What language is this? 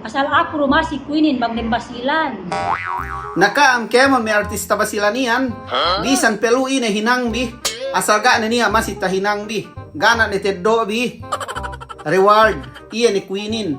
Yakan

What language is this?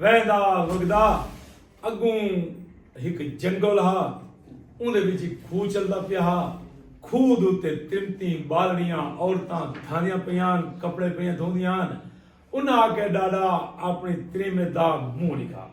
Saraiki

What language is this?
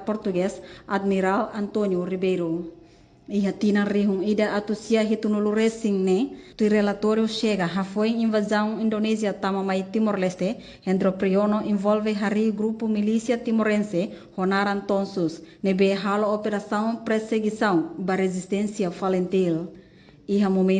Tetum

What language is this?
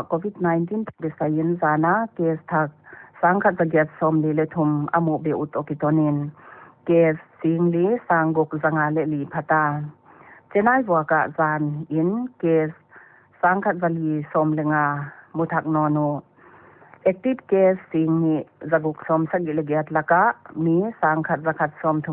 Paite Chin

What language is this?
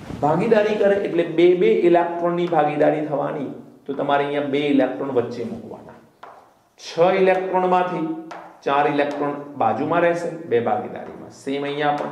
Gujarati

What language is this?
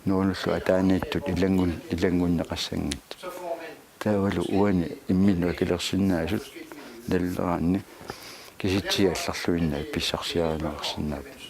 Kalaallisut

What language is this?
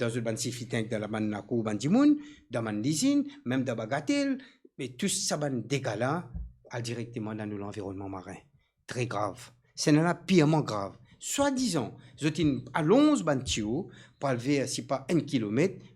Morisyen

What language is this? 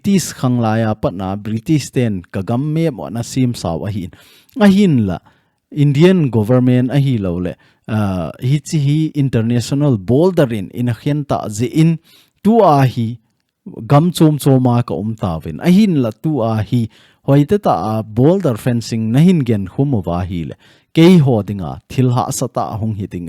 Thado Chin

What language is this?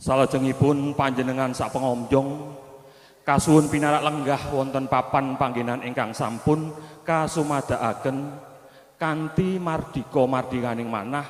Javanese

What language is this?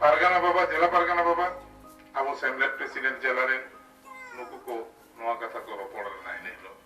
Santali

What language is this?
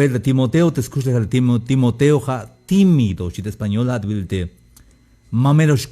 Tzeltal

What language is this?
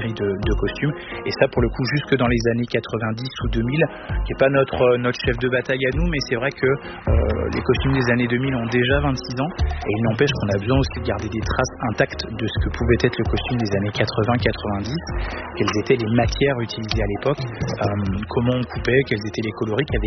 French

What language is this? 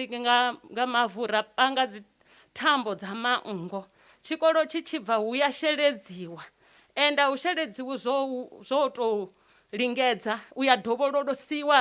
Venda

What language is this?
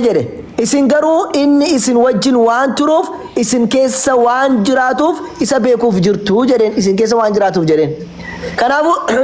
Oromo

